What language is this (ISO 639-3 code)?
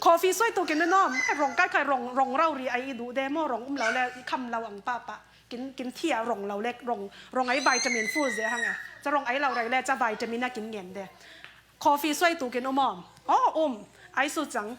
cfm